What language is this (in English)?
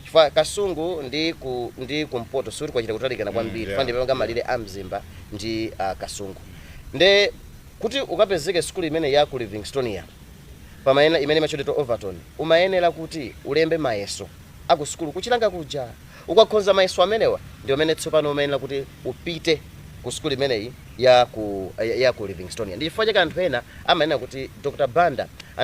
Nyanja